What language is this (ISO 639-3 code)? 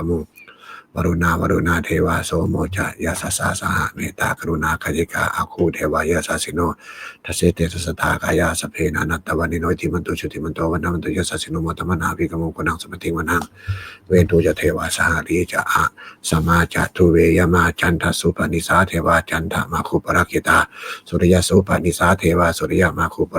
pli